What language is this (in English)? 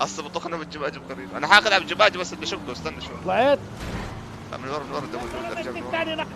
North Levantine Arabic